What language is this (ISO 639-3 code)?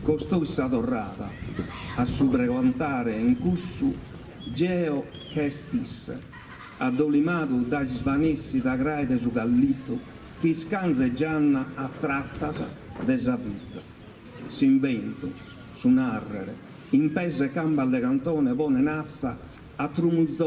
srd